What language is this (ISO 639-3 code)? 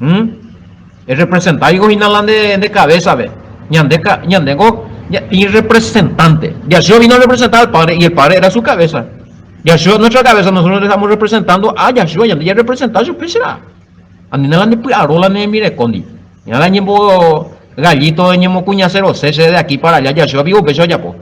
grn